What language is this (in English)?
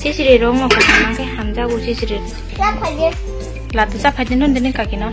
Kok Borok